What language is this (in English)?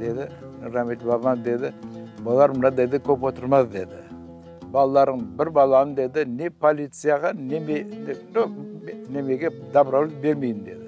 Crimean Tatar